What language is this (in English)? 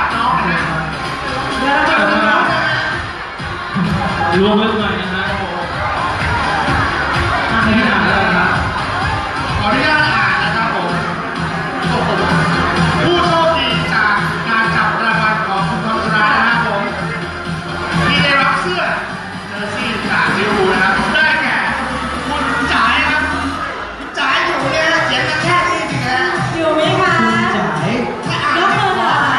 Thai